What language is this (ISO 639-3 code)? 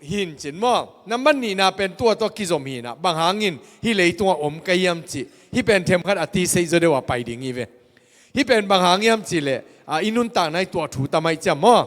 ctd